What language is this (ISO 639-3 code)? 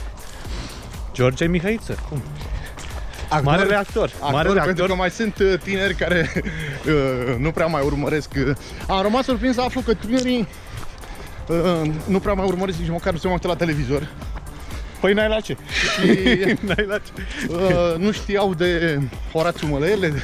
ron